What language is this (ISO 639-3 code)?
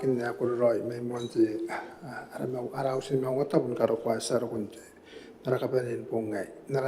gil